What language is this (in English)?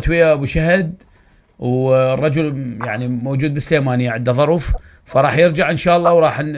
Mesopotamian Arabic